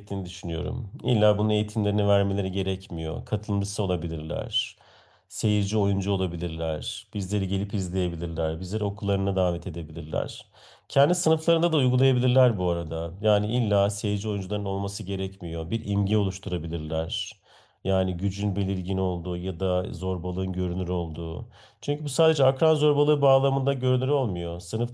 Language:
Turkish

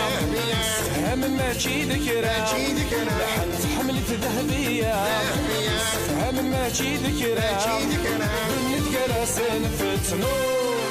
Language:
Kabyle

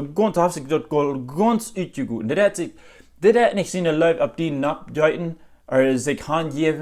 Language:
Plautdietsch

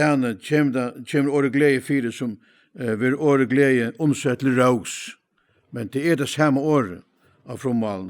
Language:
Faroese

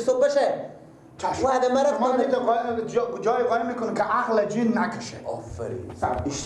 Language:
Persian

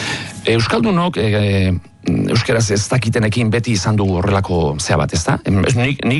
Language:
Basque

